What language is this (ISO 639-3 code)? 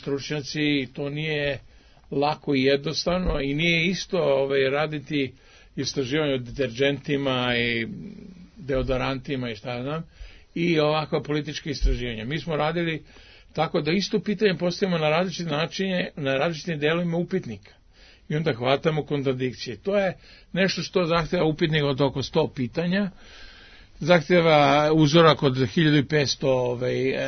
srp